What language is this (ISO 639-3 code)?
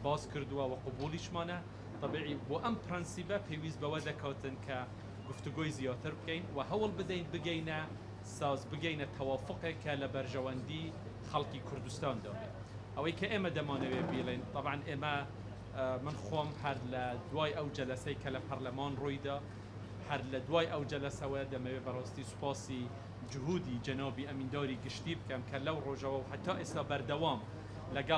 ckb